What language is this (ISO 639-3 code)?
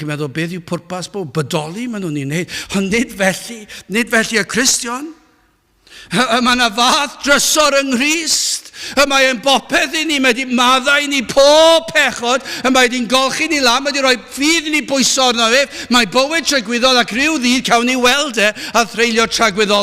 cym